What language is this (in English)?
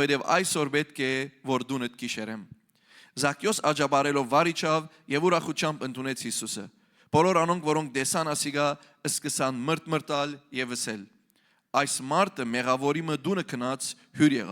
Western Armenian